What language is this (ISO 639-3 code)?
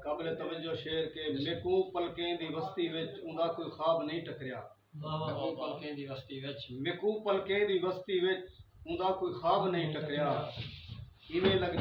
skr